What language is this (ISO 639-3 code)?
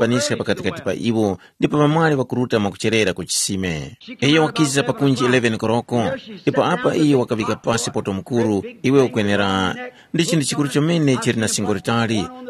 tum